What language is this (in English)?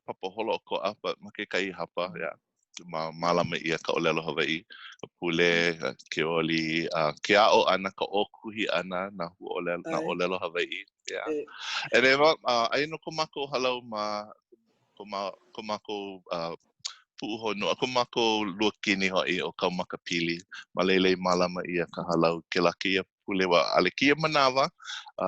Hawaiian